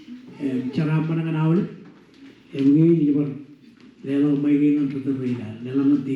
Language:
Marshallese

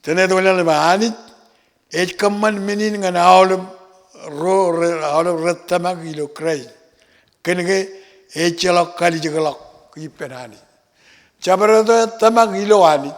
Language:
Marshallese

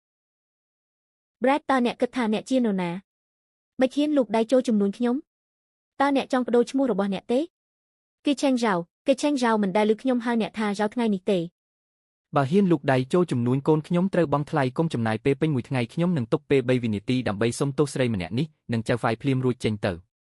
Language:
Khmer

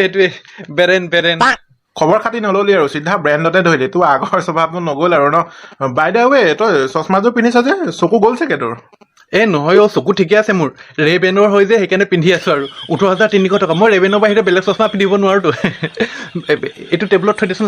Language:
Assamese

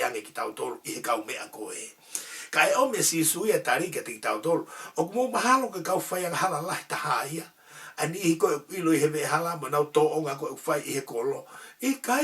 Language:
Tongan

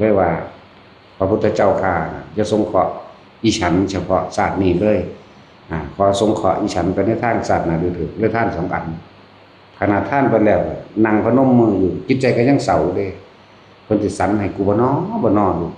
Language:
Northeastern Thai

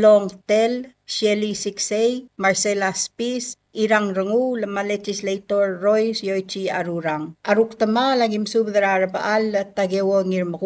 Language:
Palauan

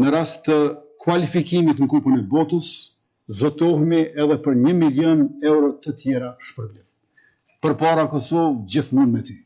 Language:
Albanian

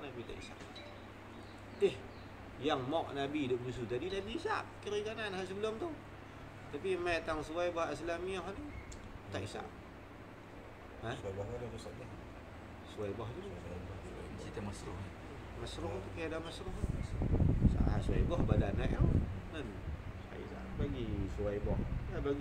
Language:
Malay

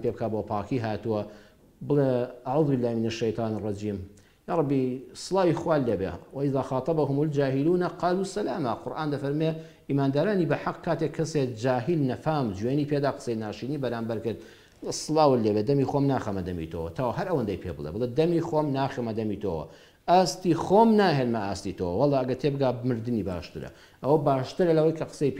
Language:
Central Kurdish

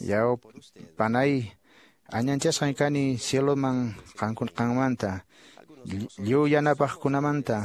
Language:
Quechua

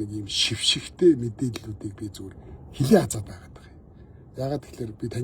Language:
Mongolian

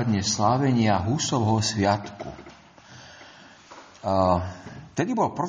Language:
Slovak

